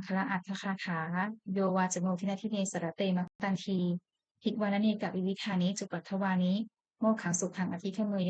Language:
Pali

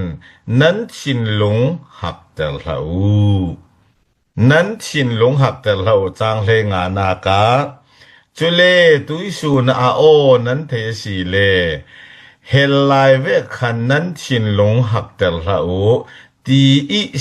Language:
Falam Chin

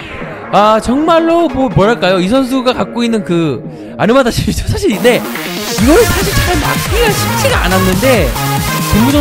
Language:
Korean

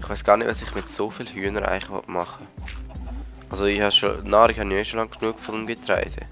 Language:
Swiss German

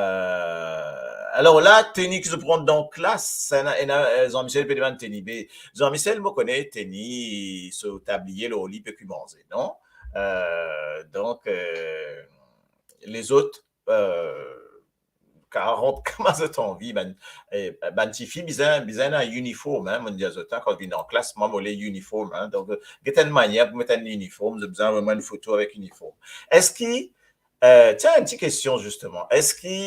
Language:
Morisyen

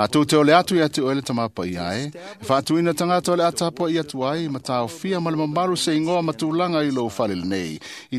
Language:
Samoan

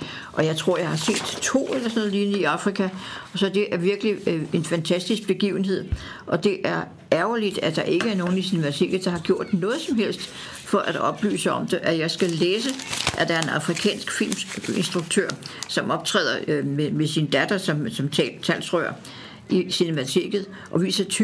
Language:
Danish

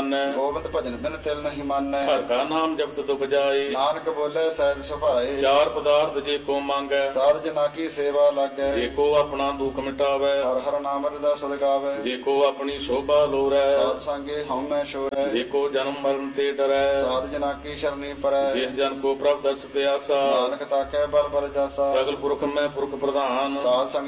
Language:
Punjabi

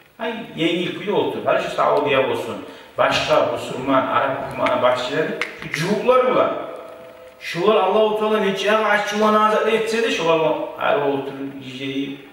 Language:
Kumyk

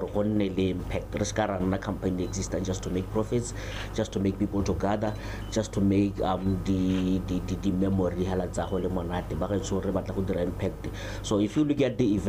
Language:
Tswana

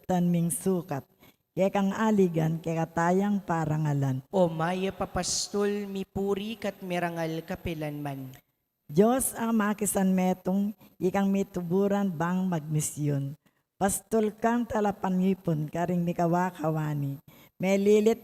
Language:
Pampanga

